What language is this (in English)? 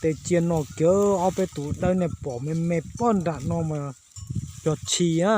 Hmong